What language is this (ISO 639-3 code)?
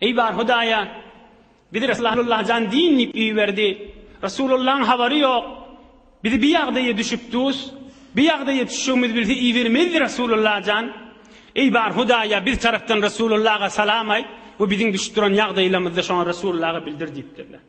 tuk